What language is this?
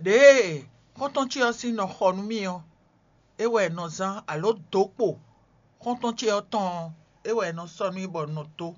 Fon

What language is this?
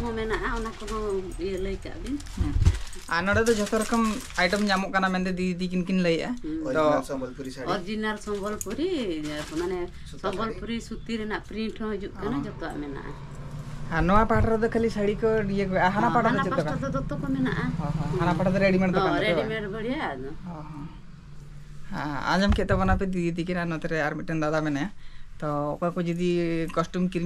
Santali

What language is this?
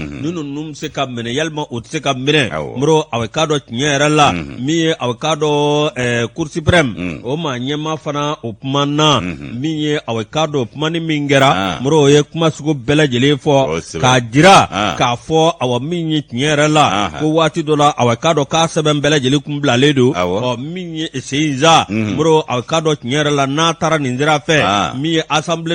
Bambara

